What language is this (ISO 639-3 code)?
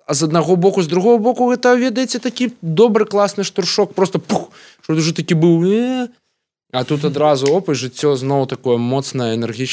bel